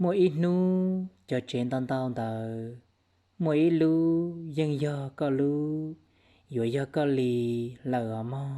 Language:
Hmong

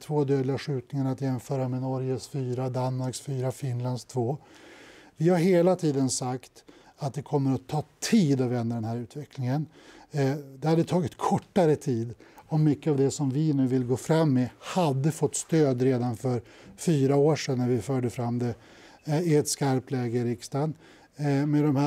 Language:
Swedish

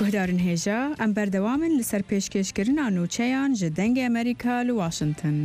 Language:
Central Kurdish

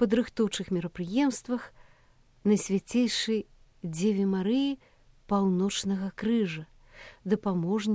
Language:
Belarusian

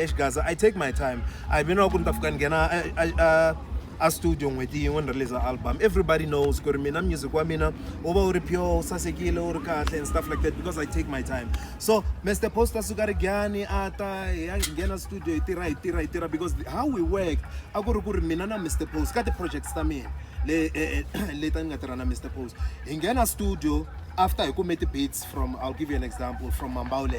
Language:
Tsonga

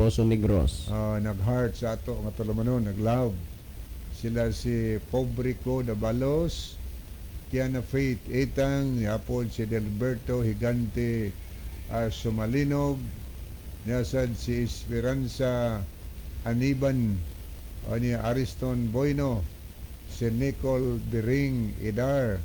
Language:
Cebuano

